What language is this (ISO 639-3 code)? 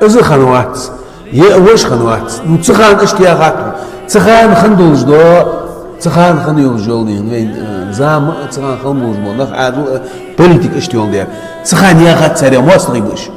che